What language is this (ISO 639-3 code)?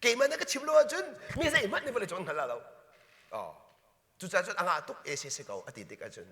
cnh